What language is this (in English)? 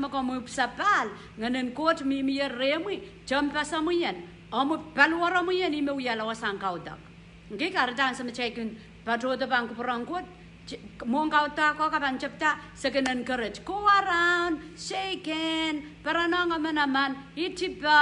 Pohnpeian